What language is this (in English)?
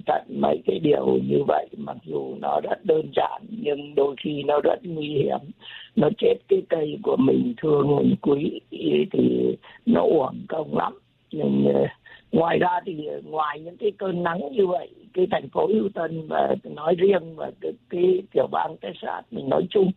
Vietnamese